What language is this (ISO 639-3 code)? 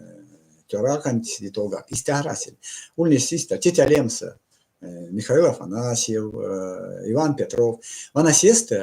myv